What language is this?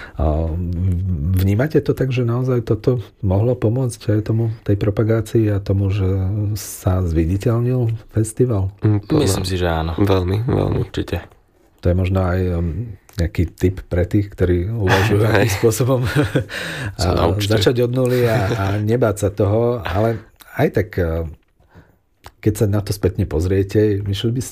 Slovak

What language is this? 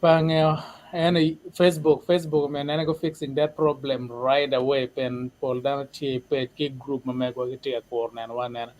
Acoli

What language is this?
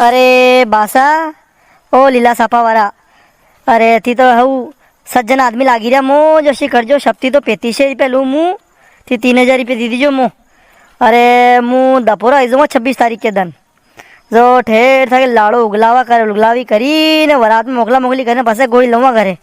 Rajasthani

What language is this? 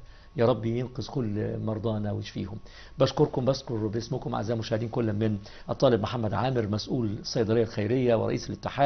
Egyptian Arabic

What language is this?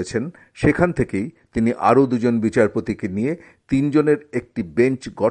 Bangla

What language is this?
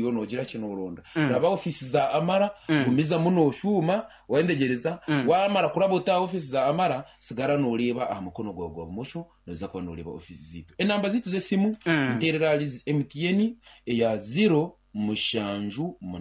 Nyankole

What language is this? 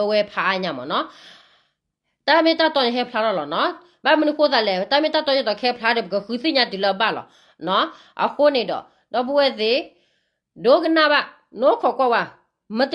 S'gaw Karen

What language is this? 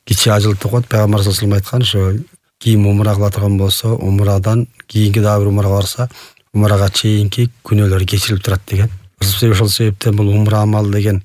Kyrgyz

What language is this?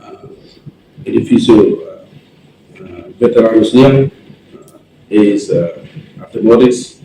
Tetum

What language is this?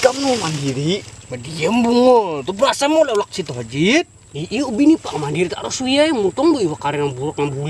Banjar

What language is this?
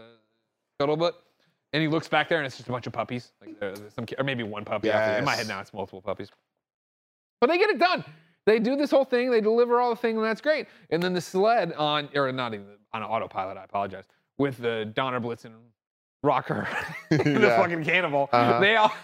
English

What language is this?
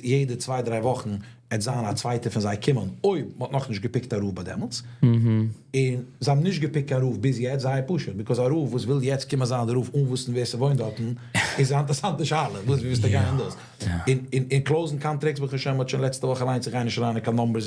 Yiddish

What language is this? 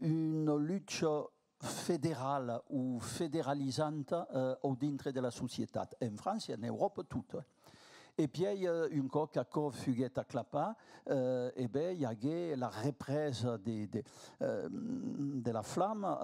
Occitan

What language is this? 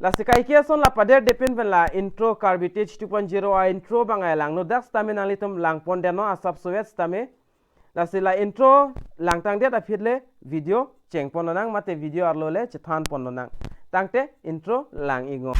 Karbi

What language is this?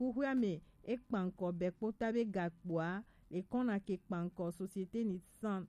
Gen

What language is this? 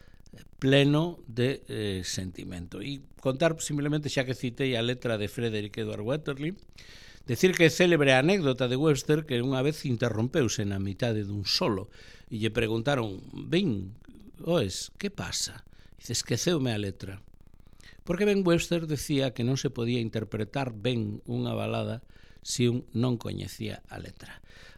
Galician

